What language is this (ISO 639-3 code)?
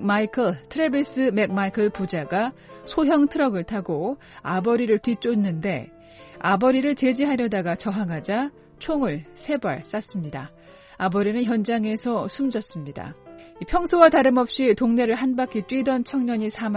kor